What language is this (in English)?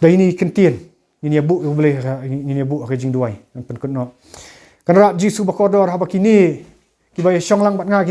Khasi